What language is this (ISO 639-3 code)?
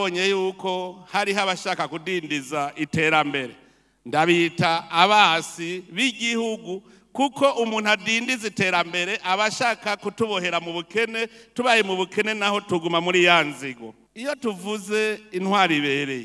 run